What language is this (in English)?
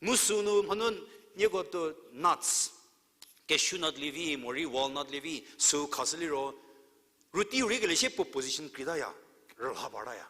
Angami Naga